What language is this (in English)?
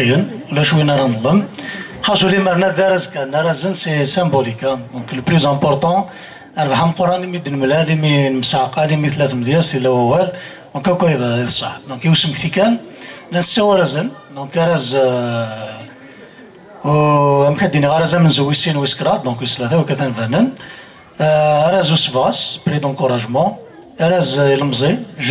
Kabyle